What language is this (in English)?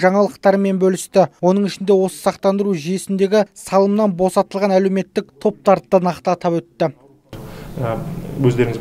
Kazakh